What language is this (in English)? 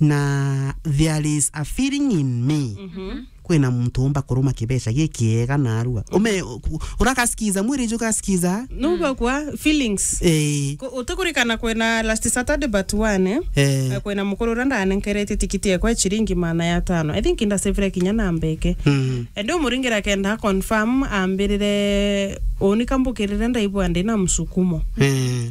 Meru